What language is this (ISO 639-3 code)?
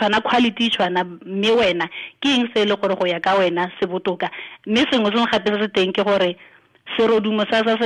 tsn